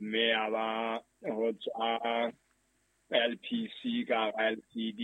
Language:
Southern Sotho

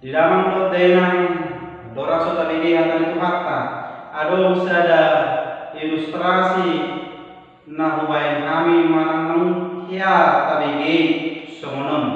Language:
Batak Toba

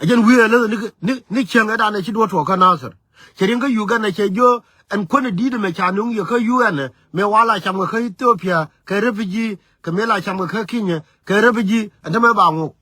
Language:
Nuer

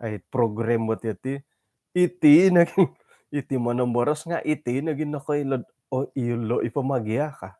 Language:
Central Dusun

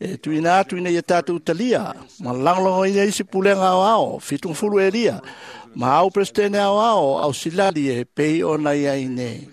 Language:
Samoan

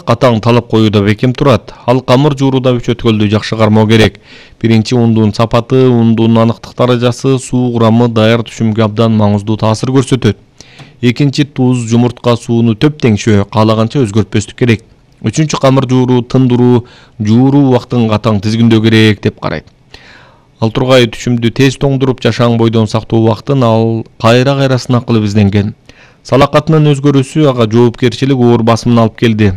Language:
Kyrgyz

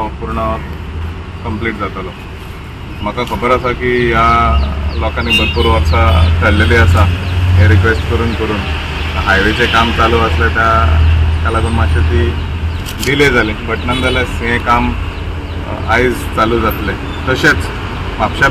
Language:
Konkani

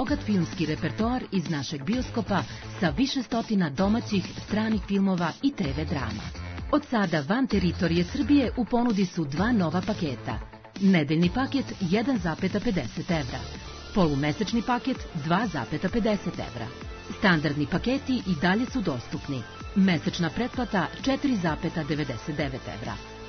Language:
Serbian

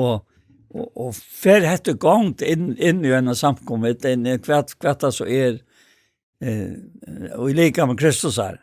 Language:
Faroese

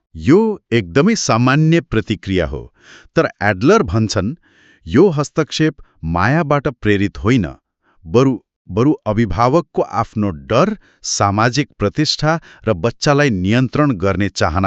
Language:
Nepali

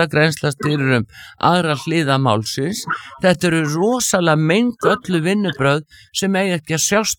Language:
Icelandic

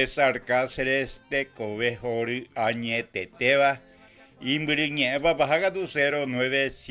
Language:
Guarani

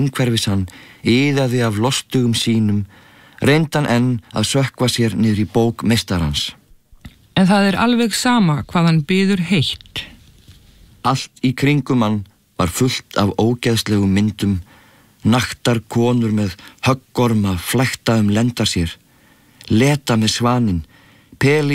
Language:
Icelandic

